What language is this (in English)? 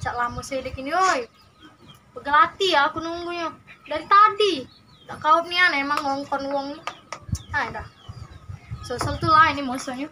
Musi